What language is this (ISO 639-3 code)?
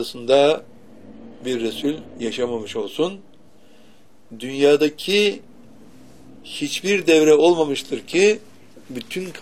tur